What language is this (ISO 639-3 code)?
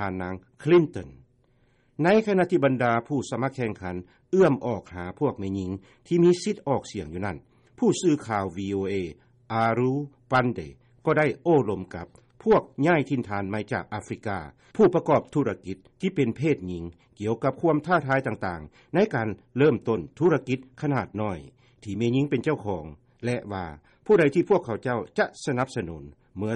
lao